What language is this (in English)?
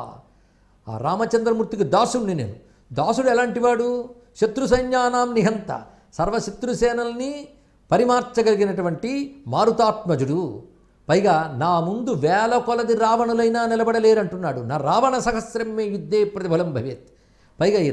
Telugu